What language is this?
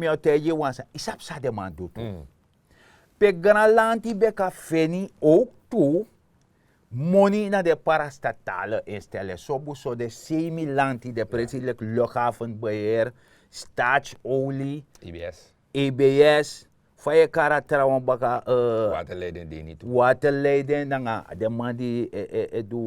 Sranan Tongo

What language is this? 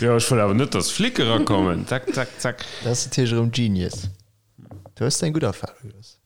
Luxembourgish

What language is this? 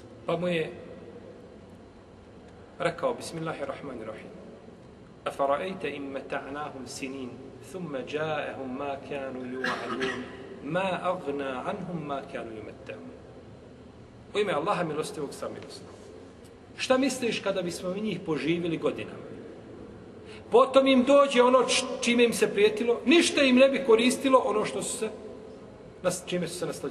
Bosnian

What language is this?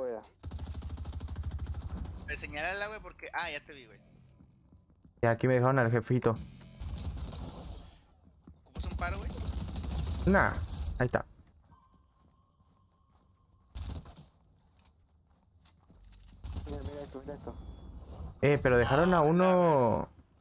Spanish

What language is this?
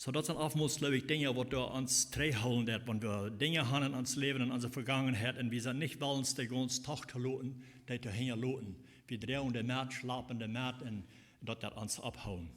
Plautdietsch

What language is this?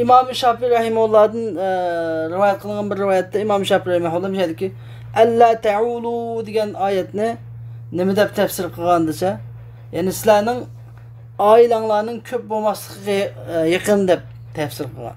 Uyghur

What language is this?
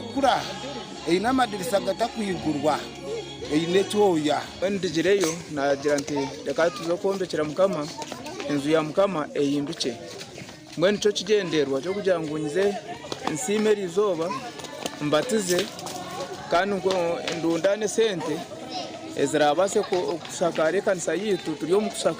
Nyankole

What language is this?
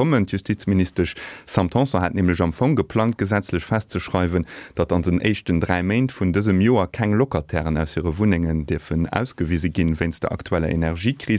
Luxembourgish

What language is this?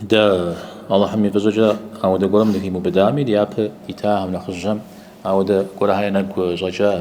Kabardian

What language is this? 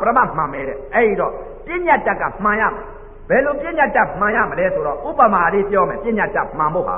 Burmese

